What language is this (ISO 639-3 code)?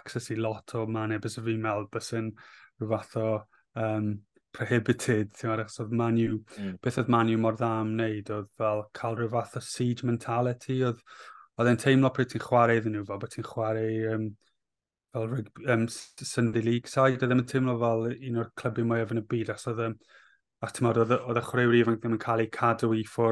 cym